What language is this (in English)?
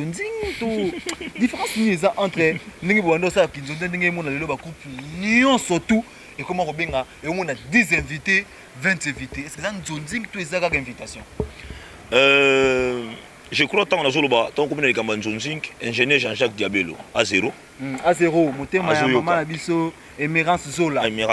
Lingala